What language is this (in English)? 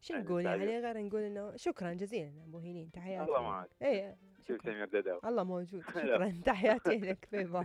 Mesopotamian Arabic